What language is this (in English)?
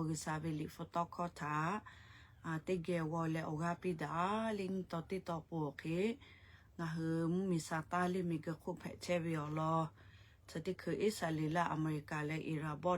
Lahu